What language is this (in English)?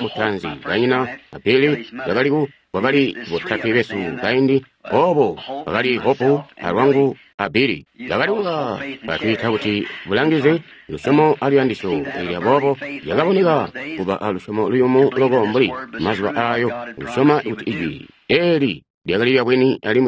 Tonga (Zambia)